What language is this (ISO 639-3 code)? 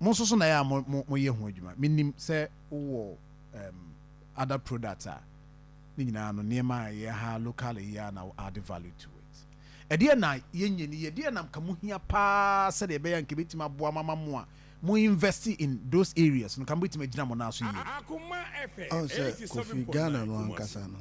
aka